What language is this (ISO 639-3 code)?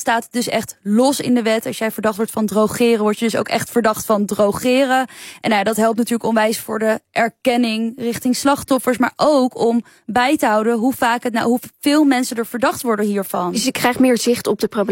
nld